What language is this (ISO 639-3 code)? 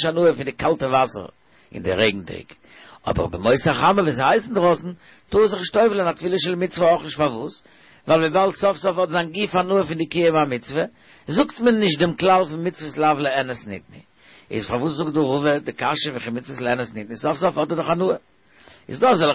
yid